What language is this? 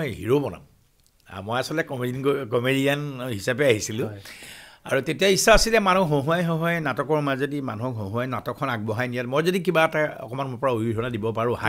Assamese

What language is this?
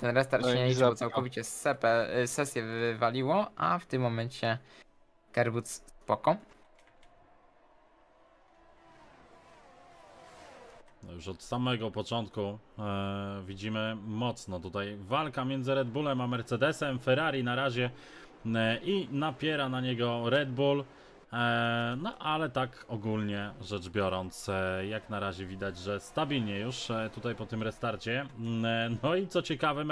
Polish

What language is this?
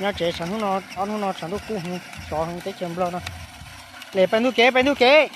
Hmong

